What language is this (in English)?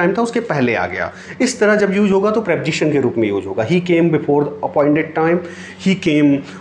Hindi